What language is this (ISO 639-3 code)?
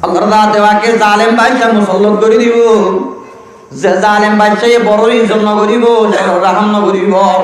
rhg